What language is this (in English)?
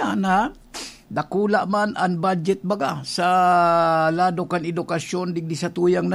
Bikol